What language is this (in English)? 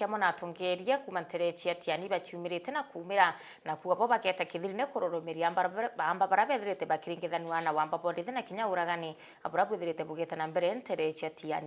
Meru